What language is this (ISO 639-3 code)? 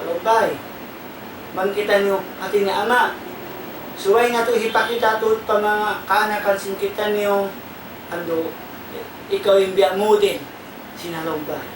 tsg